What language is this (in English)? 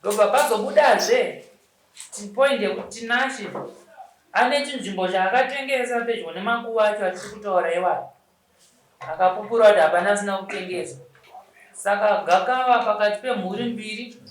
Shona